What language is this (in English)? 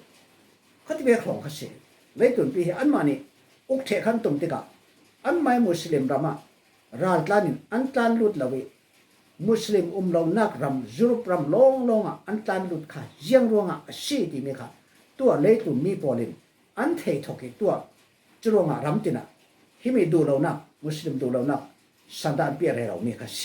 Falam Chin